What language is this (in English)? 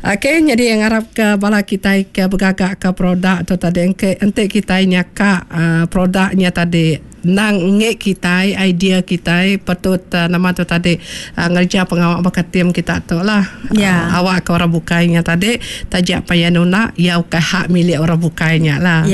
Iban